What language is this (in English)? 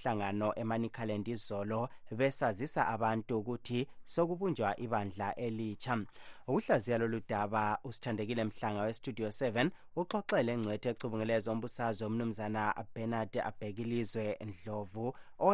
North Ndebele